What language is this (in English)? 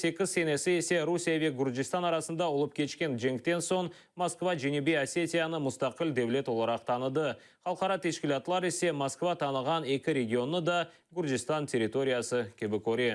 Crimean Tatar